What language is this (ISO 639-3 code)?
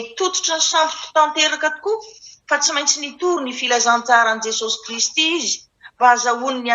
mlg